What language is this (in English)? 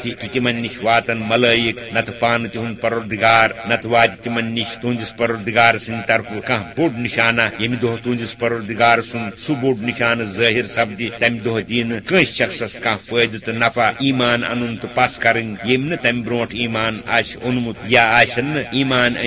Kashmiri